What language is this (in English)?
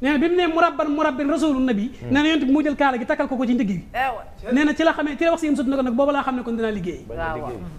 Wolof